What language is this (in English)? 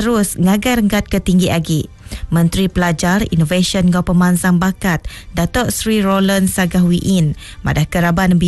Iban